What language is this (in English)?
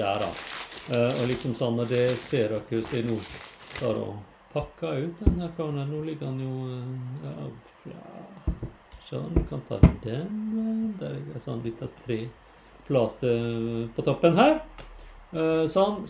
Norwegian